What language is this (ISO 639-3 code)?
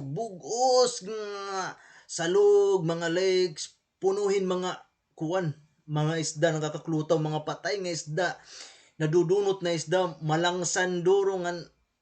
war